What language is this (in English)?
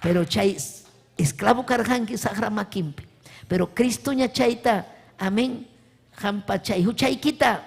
Ayacucho Quechua